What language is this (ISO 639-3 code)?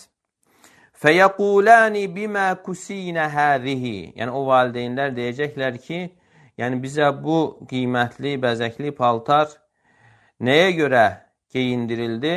aze